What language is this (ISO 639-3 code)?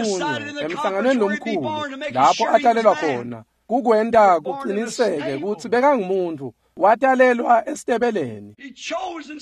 ssw